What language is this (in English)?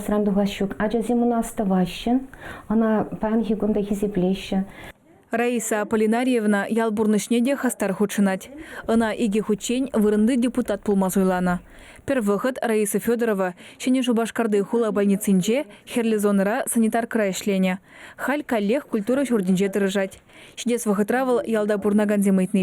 Chuvash